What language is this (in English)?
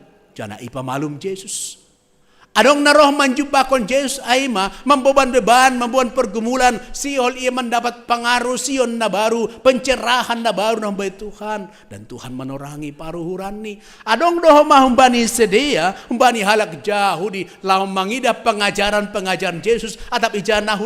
Batak Simalungun